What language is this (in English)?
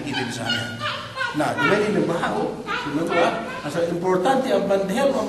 Yakan